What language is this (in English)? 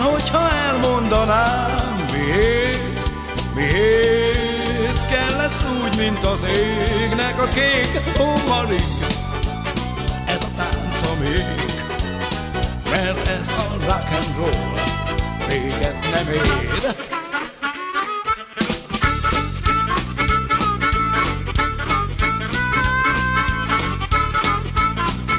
Hungarian